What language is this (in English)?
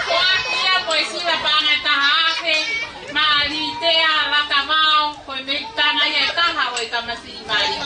Tongan